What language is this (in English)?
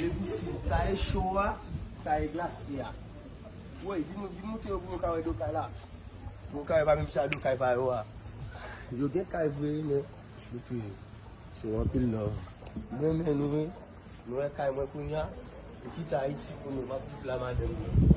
Haitian Creole